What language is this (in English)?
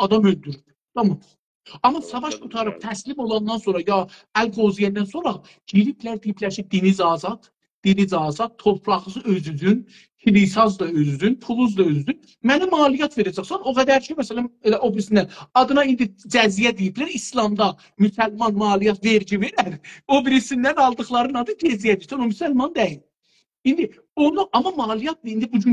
South Azerbaijani